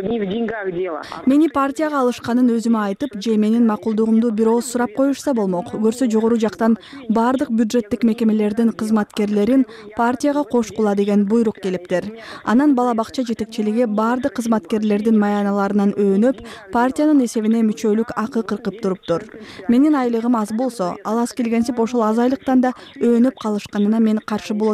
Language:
Kyrgyz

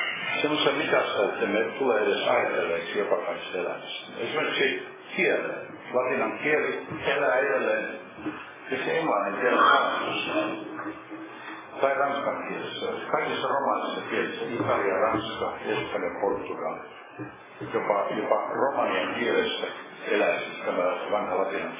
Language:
Finnish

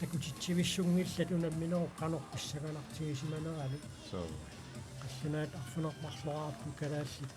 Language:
Kalaallisut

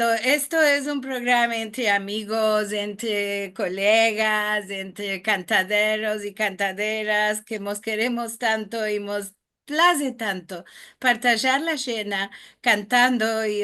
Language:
Ladino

